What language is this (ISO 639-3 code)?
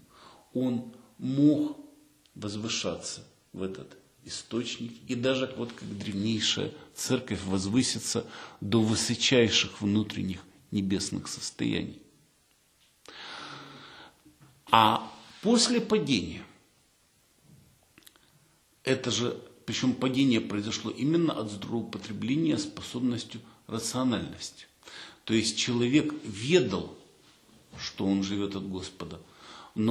rus